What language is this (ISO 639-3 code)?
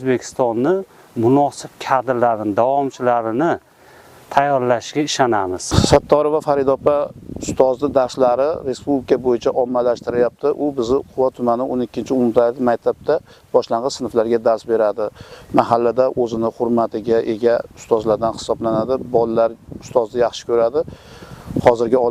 uzb